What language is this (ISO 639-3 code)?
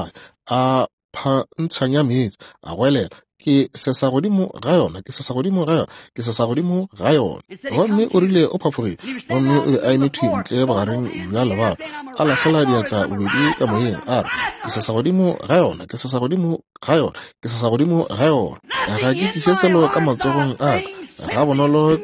nso